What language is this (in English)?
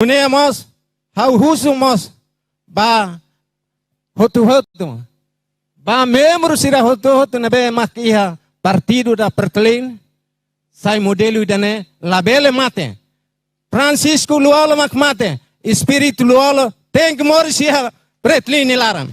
Tetum